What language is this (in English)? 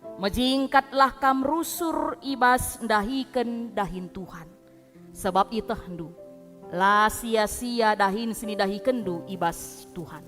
Batak Karo